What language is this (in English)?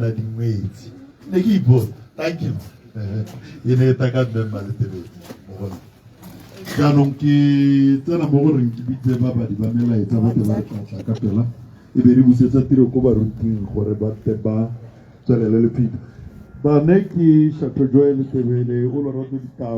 Tswana